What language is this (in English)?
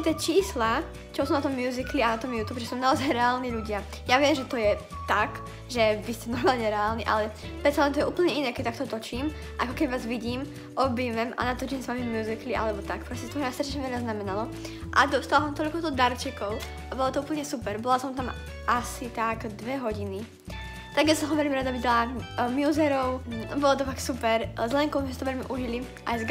Slovak